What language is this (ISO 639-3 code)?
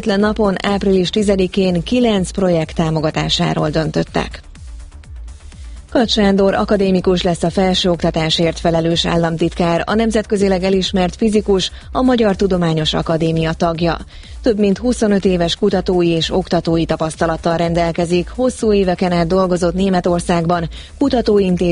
hun